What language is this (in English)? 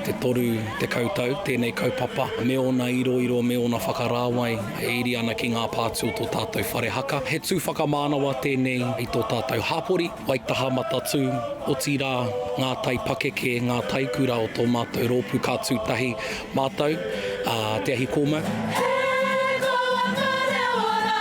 Māori